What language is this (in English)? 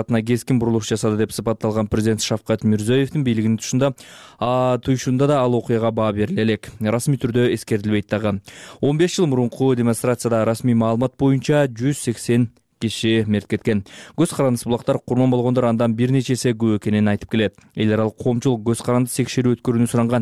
Kyrgyz